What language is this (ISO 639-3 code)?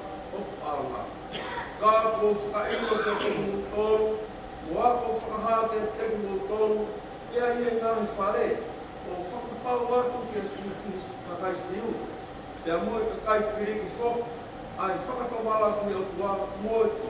ton